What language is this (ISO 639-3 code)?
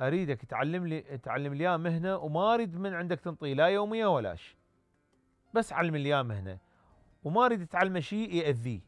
acm